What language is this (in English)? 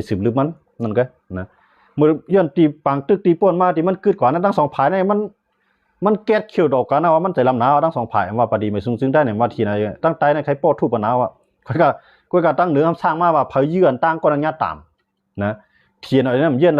Shan